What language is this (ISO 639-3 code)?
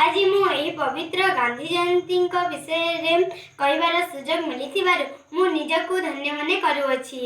ori